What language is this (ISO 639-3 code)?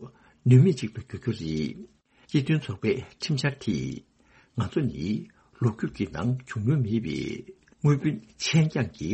bod